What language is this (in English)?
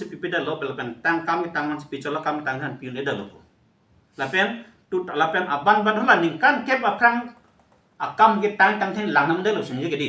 Karbi